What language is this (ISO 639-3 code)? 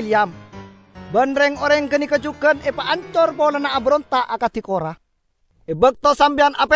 mad